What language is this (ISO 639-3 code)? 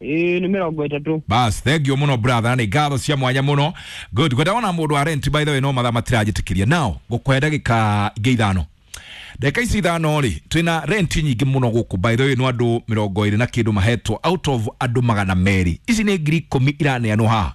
kik